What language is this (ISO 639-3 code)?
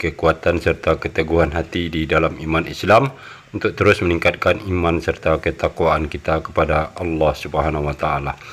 ind